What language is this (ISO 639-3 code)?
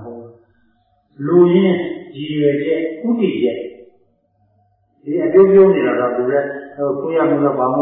mya